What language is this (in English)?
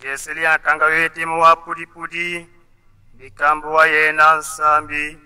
Tetela